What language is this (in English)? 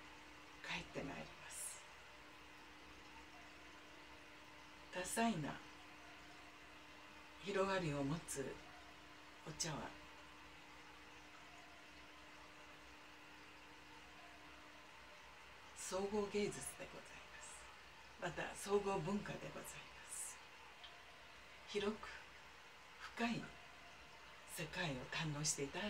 Japanese